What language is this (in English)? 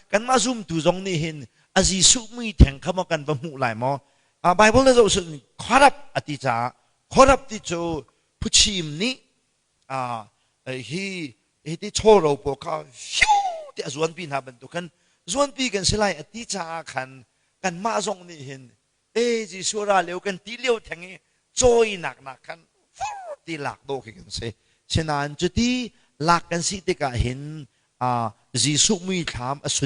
Hakha Chin